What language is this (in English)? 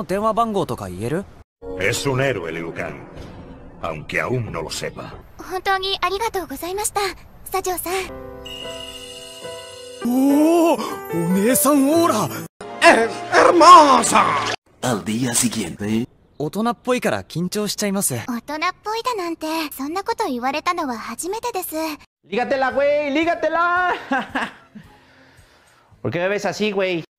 Japanese